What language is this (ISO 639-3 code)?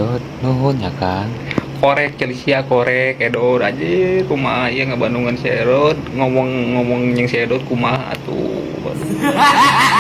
sun